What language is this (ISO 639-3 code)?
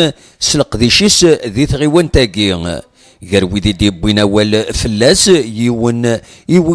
kab